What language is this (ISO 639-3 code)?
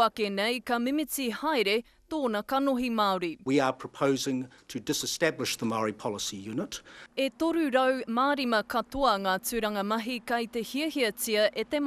mri